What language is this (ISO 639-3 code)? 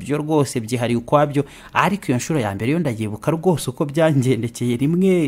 kin